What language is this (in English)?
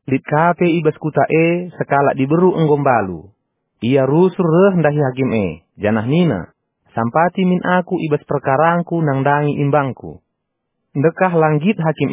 Batak Karo